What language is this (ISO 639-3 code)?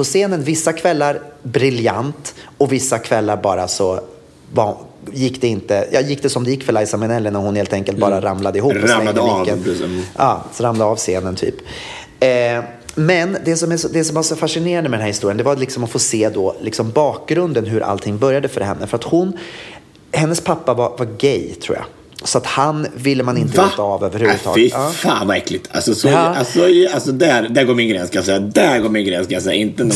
swe